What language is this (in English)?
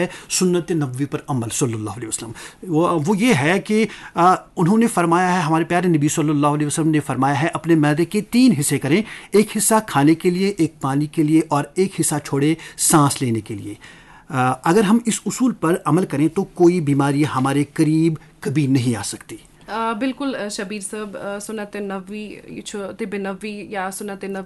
Kashmiri